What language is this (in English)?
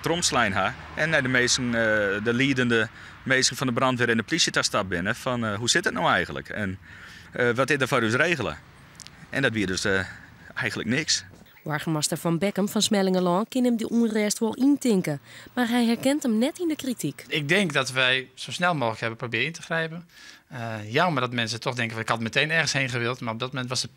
Western Frisian